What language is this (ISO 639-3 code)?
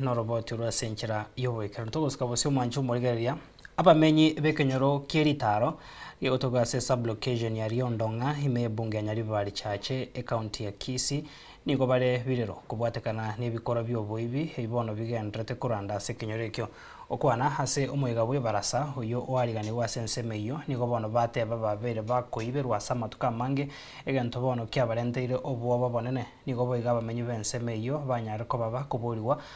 guz